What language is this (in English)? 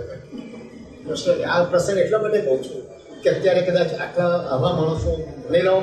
Gujarati